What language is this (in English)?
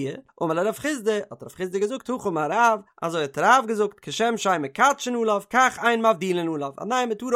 Yiddish